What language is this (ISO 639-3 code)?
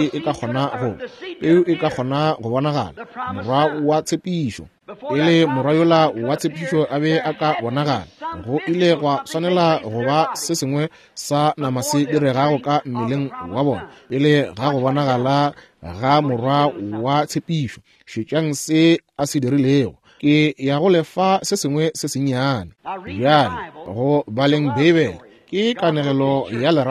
nso